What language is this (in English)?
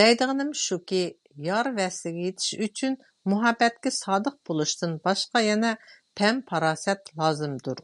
Uyghur